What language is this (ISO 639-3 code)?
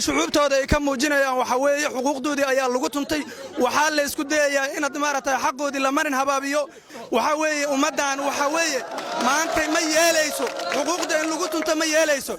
som